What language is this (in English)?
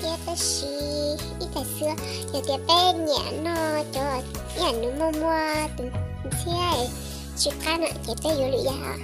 Hmong